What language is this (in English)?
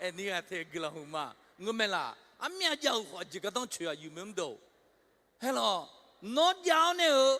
Akha